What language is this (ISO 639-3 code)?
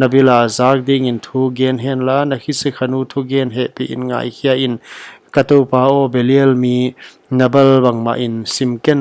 pck